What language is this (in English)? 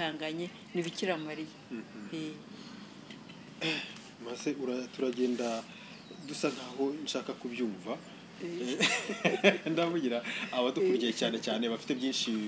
Kinyarwanda